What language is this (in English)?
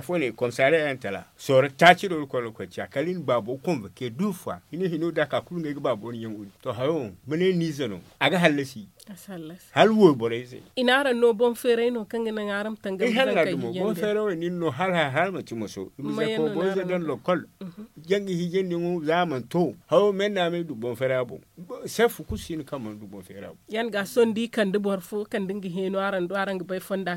Zarma